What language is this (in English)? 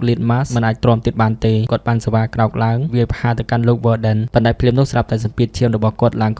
Khmer